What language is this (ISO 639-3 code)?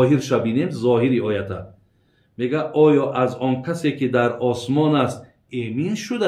tgk